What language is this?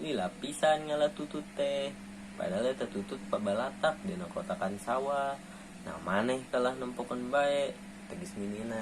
Sundanese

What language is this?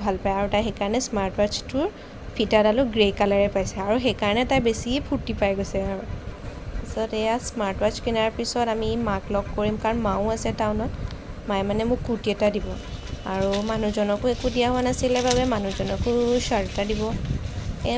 Assamese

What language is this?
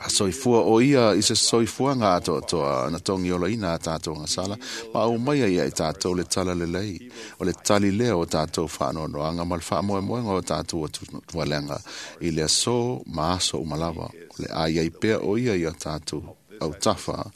Samoan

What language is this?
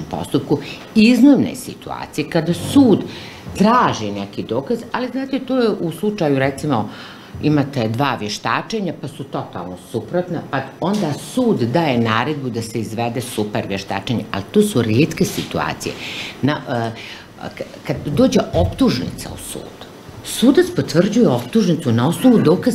Bosnian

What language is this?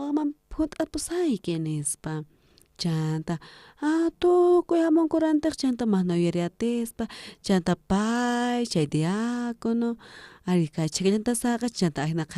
South Bolivian Quechua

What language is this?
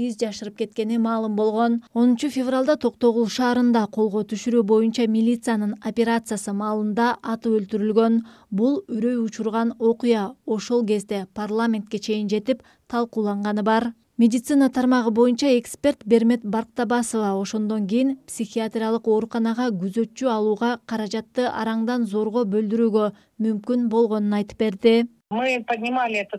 Kyrgyz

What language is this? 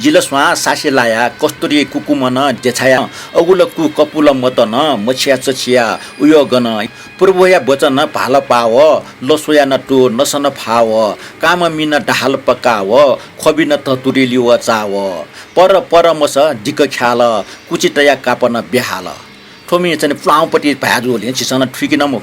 Newari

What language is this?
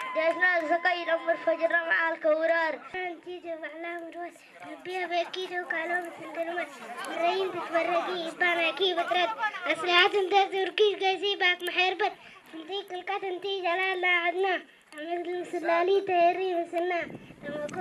Tigrinya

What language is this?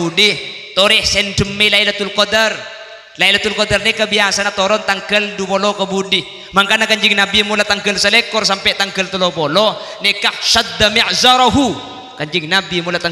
Madurese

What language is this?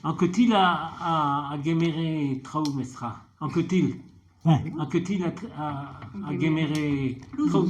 Breton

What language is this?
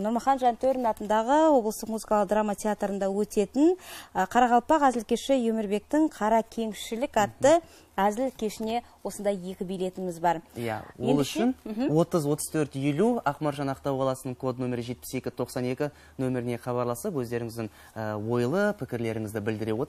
Kara-Kalpak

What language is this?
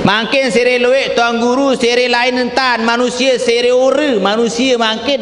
Sasak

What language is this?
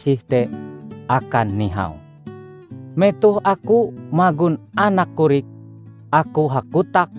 Ngaju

